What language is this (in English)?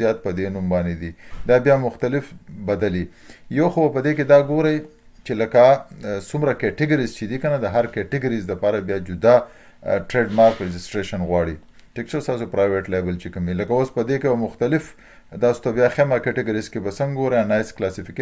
Pashto